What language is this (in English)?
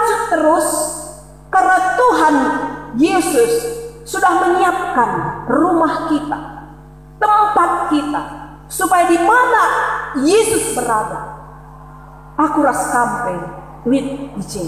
Batak Karo